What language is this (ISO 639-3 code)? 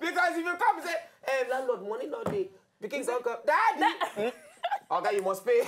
pcm